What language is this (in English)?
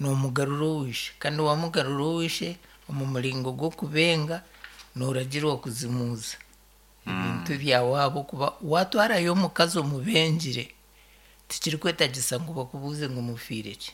Nyankole